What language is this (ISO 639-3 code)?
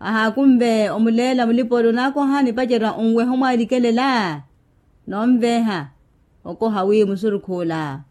vmw